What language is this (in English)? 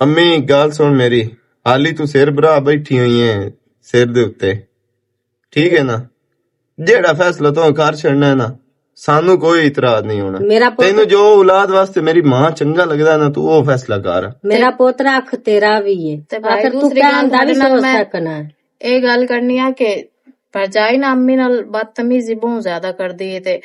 Western Panjabi